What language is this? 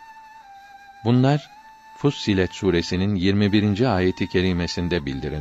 Turkish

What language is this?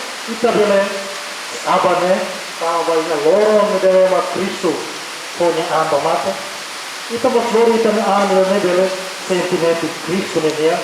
Tetum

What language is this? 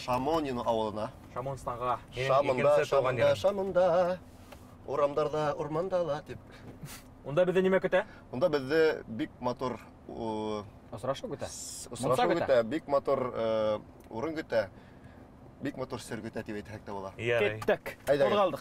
Bashkir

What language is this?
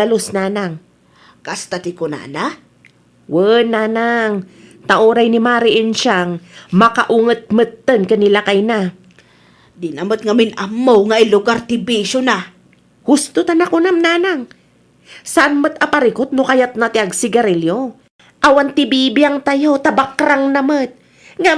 Iloko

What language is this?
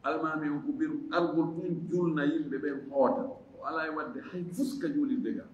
Fula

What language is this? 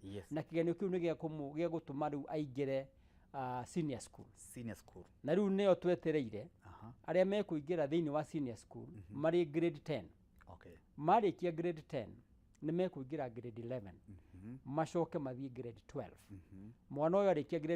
Kikuyu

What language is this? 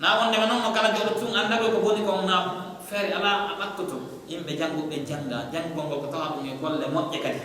Pular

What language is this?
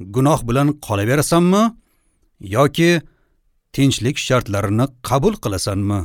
Uzbek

